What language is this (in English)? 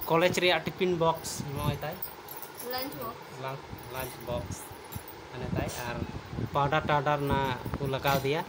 Santali